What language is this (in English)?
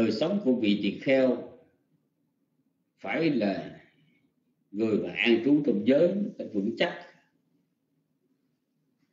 Vietnamese